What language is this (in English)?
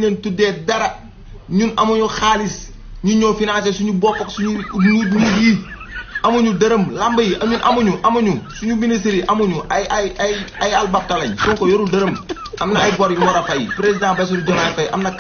Wolof